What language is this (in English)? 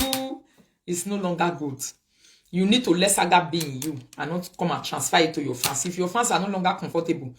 Nigerian Pidgin